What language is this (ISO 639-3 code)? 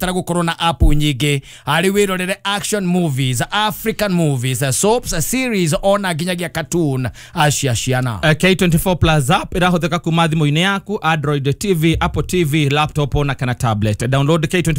kik